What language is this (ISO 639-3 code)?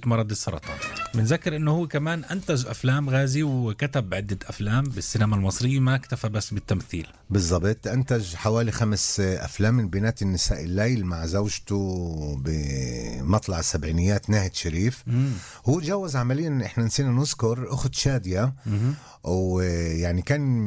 apc